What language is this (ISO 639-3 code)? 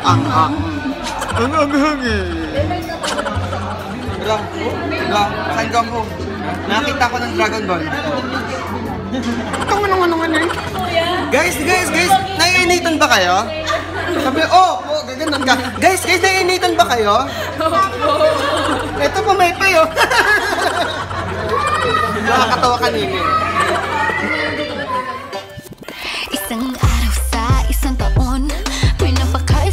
fil